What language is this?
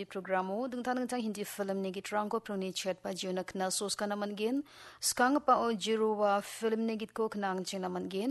Garo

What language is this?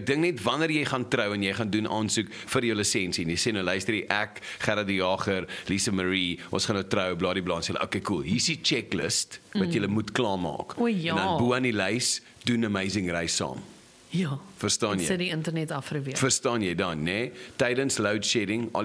Afrikaans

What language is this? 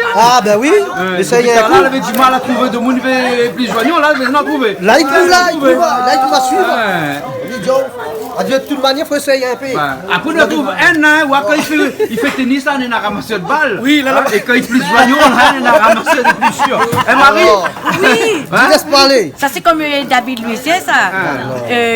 Réunion Creole French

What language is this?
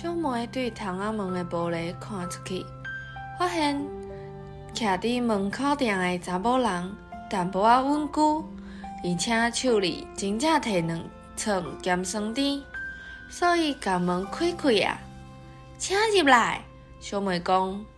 Min Nan Chinese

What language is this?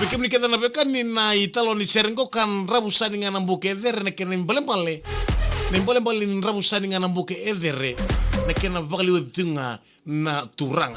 Fijian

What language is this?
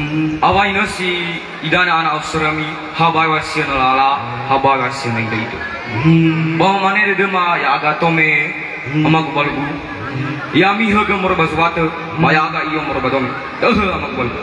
Nias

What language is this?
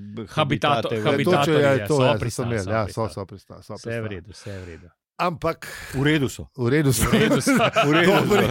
Slovenian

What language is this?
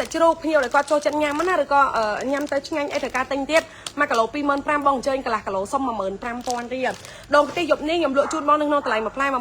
Khmer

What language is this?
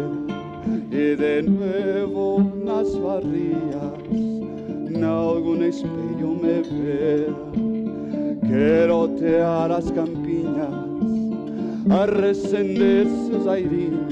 Portuguese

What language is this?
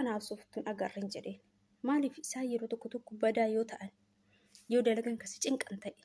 Oromo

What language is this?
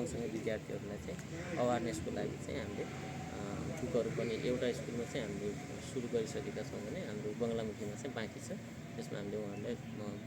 Nepali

